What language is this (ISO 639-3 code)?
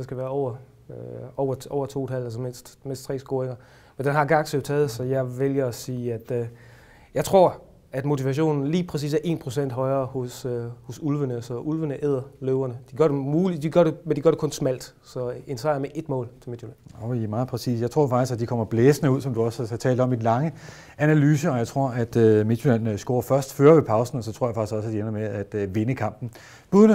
dan